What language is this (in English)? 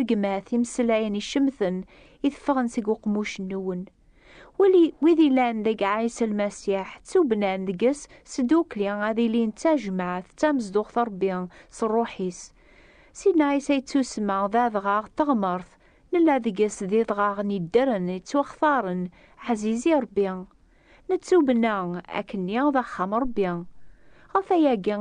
Kabyle